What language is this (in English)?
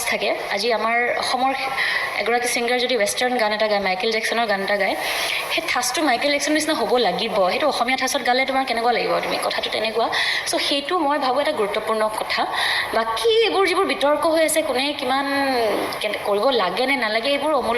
Assamese